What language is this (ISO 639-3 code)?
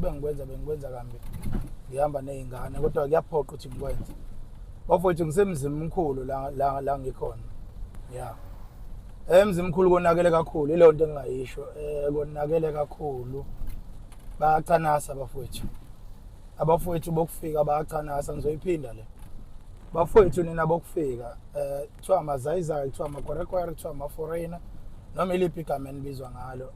zul